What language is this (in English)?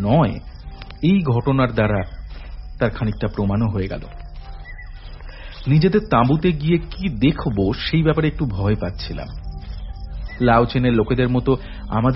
Bangla